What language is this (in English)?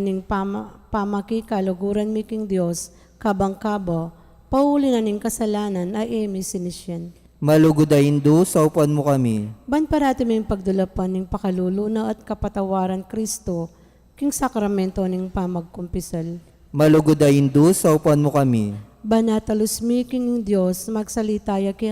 Pampanga